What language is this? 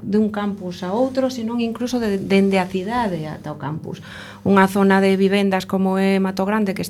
Galician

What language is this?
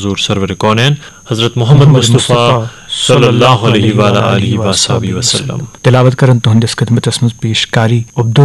Kashmiri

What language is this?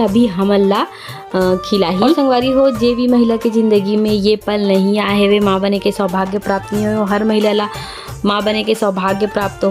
Chhattisgarhi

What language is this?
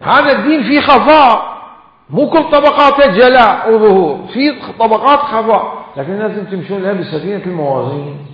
Mesopotamian Arabic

